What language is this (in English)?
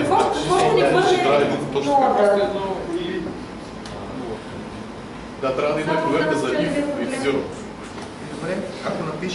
Bulgarian